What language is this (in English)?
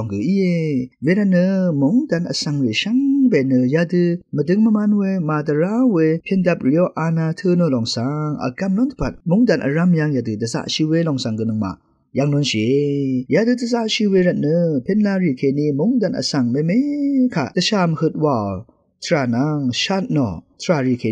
Rawang